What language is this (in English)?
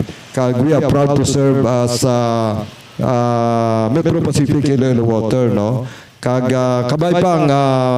Hiligaynon